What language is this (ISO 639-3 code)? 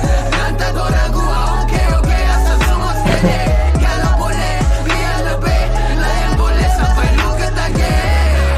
msa